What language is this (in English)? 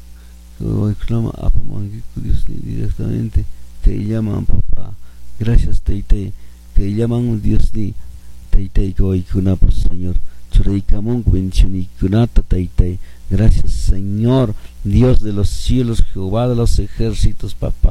Quechua